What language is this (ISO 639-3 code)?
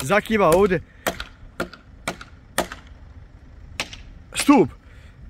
bos